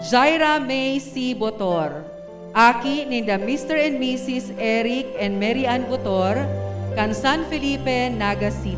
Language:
Bikol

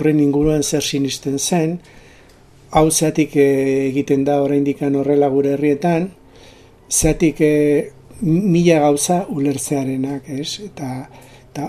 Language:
Basque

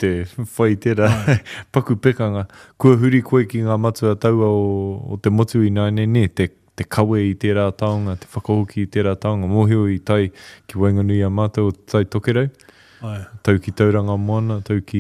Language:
Māori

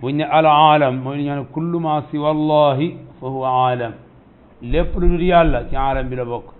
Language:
Wolof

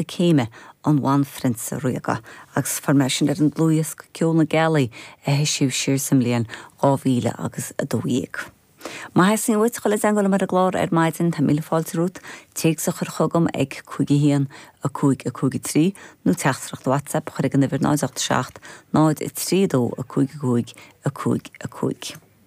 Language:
Irish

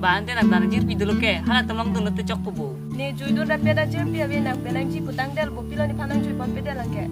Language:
Karbi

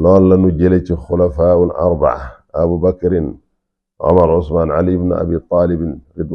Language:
Wolof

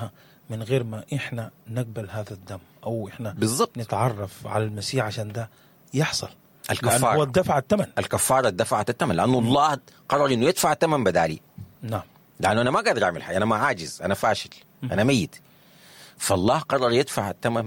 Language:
Sudanese Arabic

